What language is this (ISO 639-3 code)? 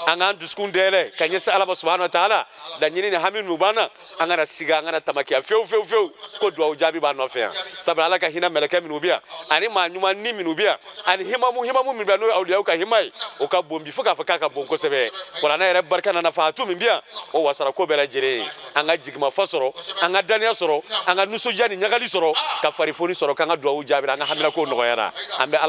bam